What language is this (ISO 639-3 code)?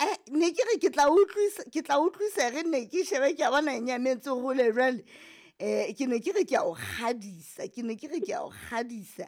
sot